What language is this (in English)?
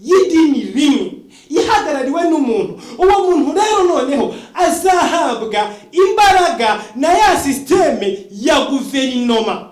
Kinyarwanda